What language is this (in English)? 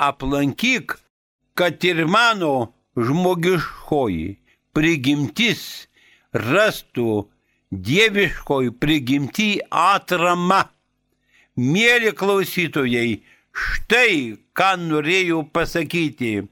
Lithuanian